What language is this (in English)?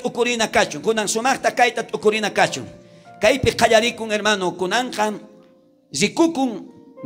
South Bolivian Quechua